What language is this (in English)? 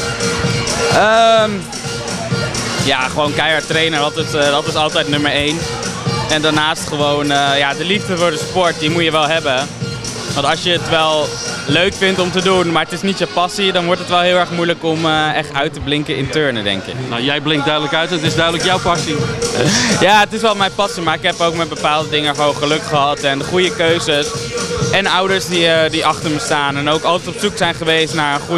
Dutch